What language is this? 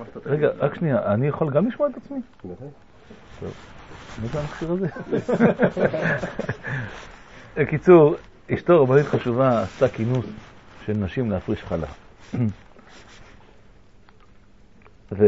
Hebrew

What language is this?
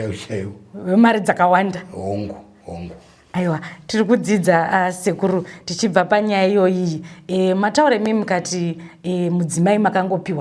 Shona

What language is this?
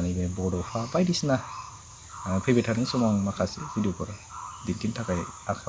Bodo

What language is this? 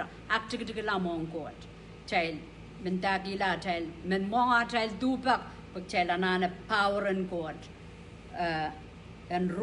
Pohnpeian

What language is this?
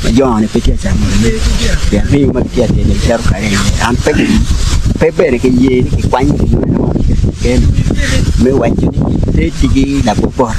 Acoli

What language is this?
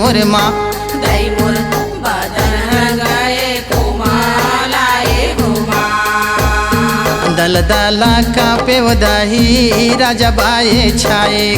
Chhattisgarhi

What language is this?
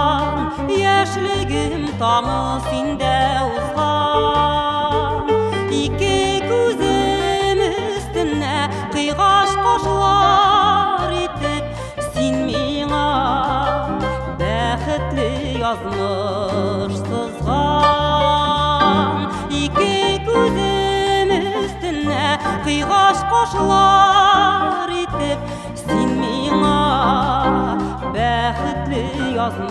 Tatar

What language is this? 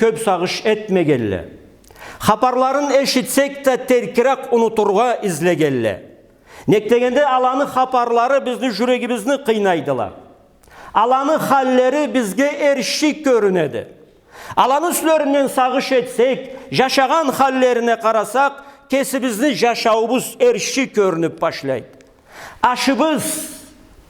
Karachay-Balkar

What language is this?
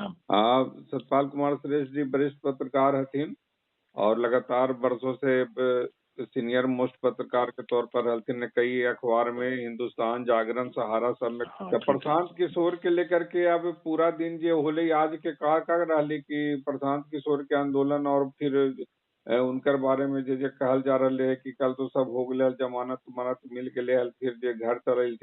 Magahi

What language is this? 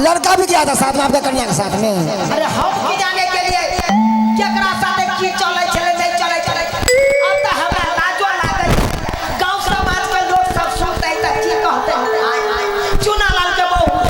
Maithili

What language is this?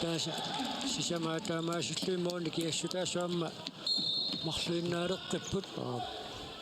Kalaallisut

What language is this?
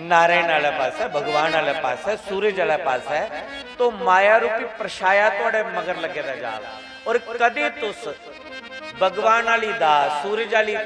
Dogri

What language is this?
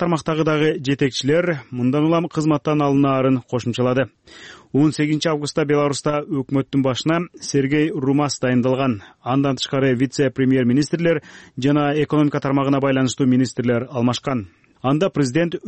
Kyrgyz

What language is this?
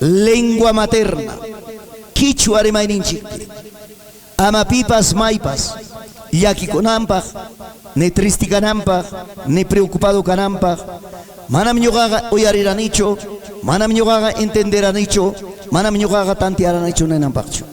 Ayacucho Quechua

